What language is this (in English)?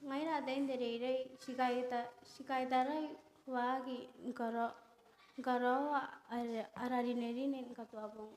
Gilbertese